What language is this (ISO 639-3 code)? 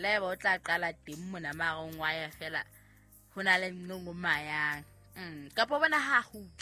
sot